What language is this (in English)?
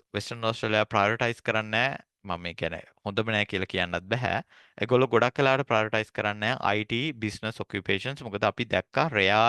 Sinhala